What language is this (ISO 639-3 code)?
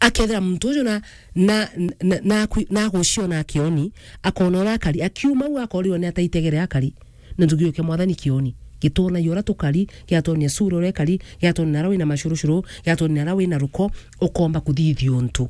mer